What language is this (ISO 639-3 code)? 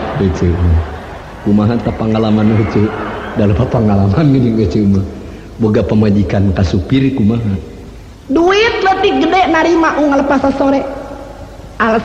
sun